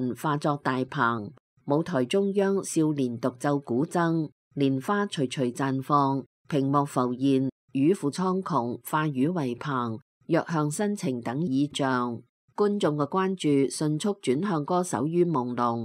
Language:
Cantonese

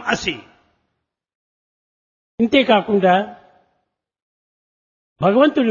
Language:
Telugu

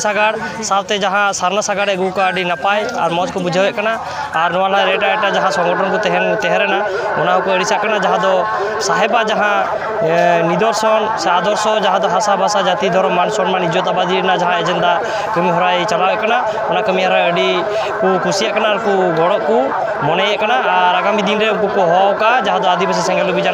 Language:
Santali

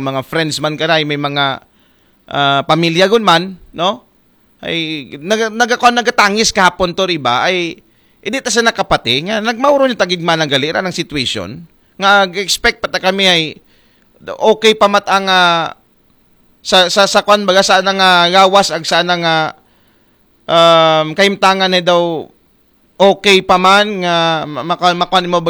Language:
Aklanon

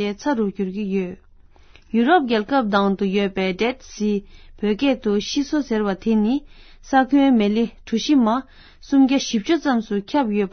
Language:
Tibetan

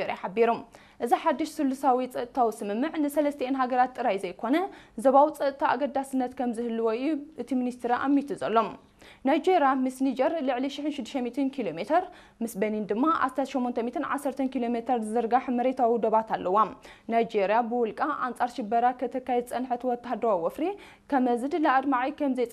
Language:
Tigrinya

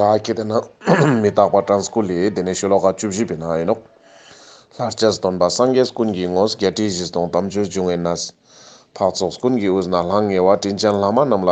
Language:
Ladakhi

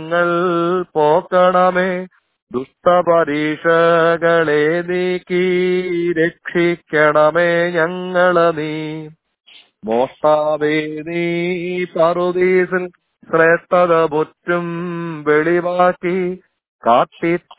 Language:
Malayalam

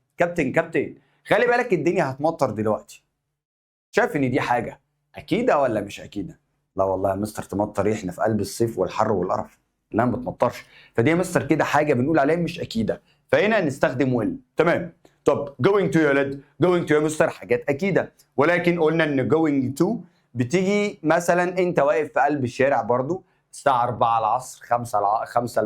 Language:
Egyptian Arabic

